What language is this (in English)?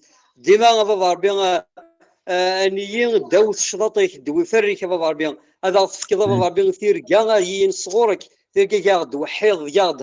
Kabyle